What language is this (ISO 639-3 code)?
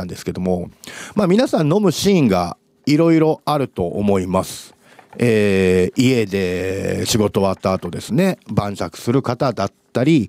jpn